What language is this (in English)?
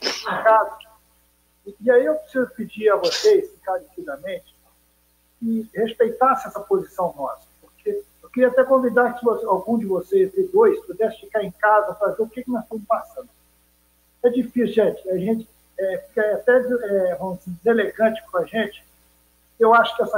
Portuguese